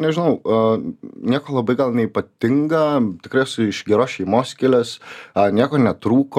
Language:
Lithuanian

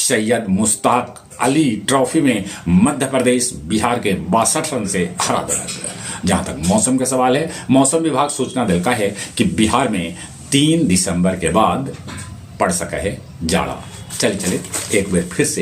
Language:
Magahi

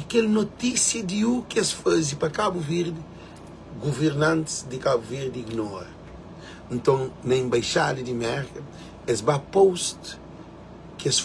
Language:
Kabuverdianu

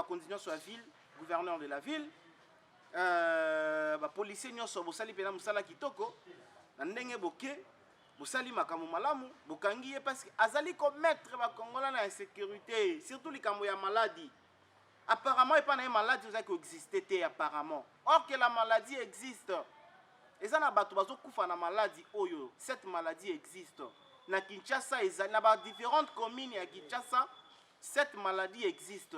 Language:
Lingala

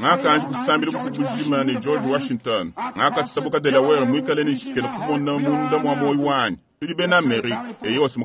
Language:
Luba-Lulua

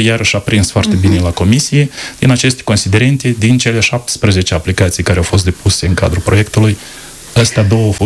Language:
Romanian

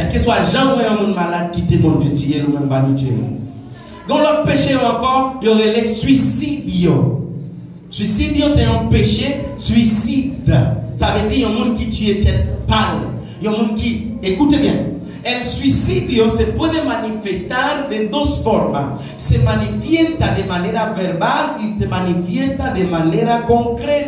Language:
Haitian Creole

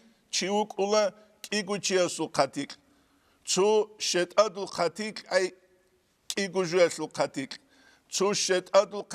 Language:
Avaric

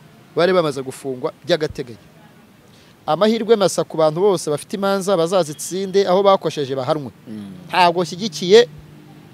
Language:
Kinyarwanda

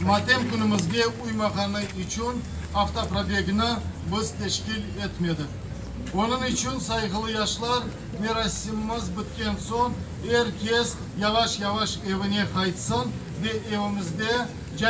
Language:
Crimean Tatar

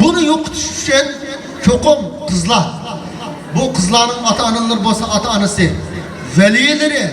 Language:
Uyghur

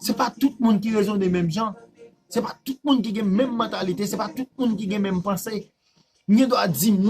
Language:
Haitian Creole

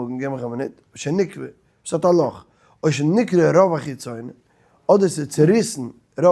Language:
Yiddish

